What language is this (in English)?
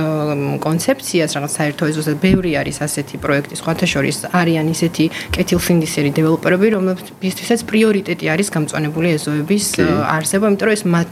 Georgian